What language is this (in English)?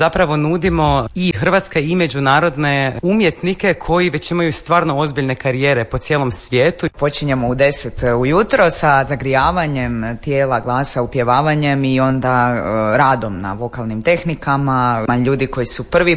Croatian